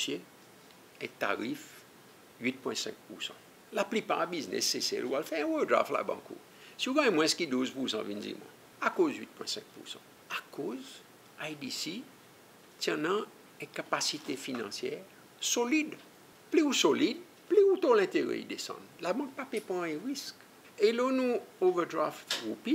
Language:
Seselwa Creole French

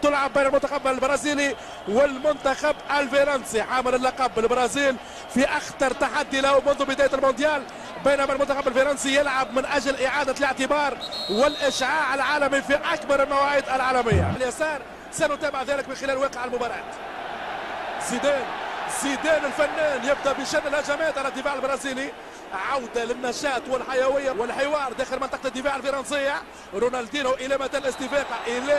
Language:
Arabic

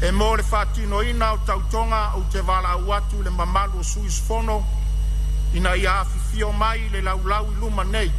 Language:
Samoan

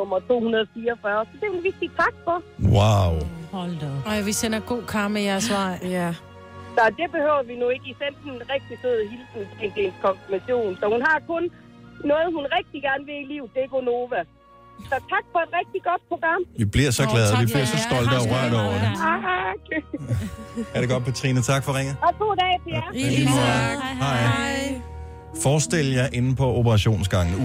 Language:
Danish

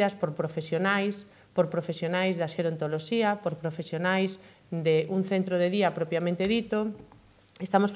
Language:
Galician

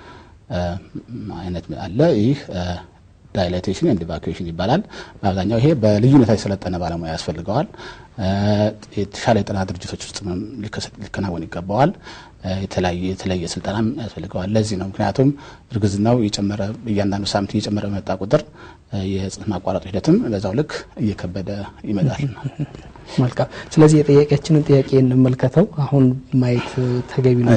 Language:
Amharic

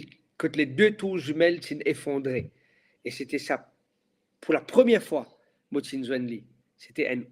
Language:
Morisyen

